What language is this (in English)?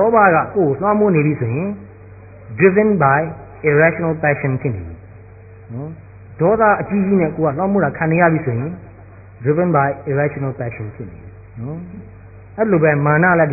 Burmese